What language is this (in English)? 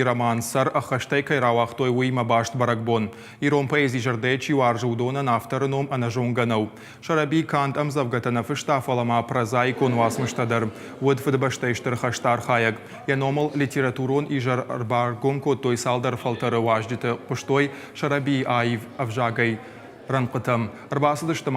Ossetic